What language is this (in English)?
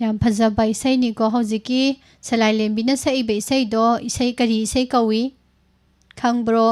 Manipuri